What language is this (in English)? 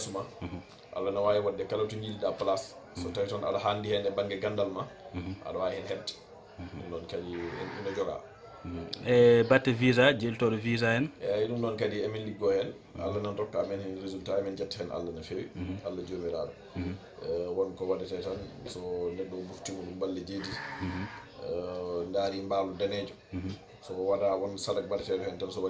Fula